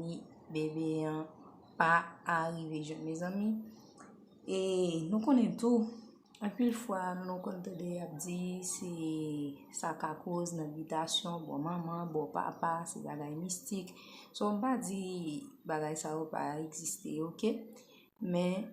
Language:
Haitian Creole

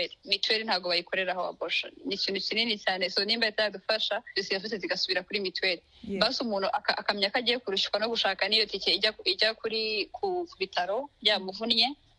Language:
Kinyarwanda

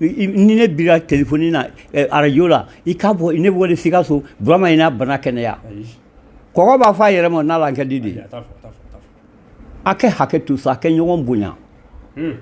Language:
Bambara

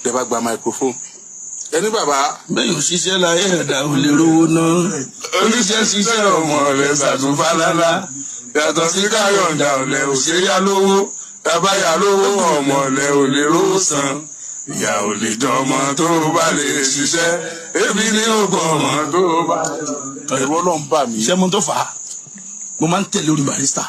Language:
Yoruba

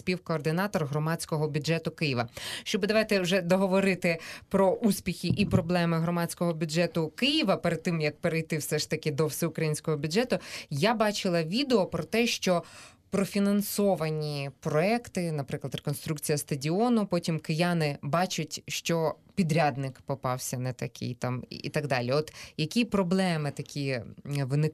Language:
Ukrainian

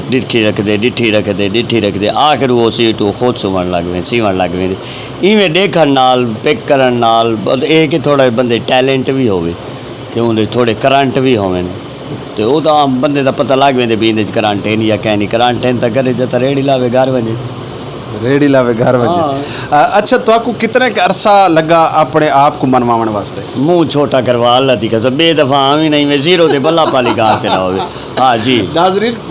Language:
Saraiki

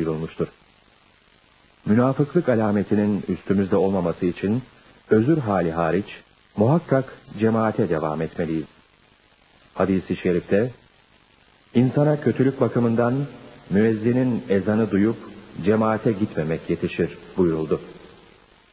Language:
Turkish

